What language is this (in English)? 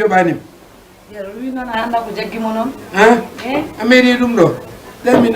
Fula